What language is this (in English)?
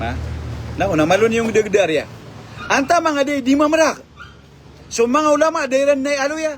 Maranao